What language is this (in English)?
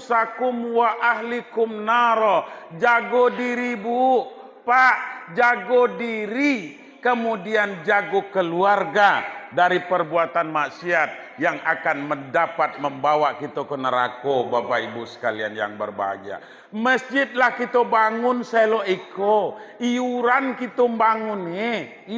Minangkabau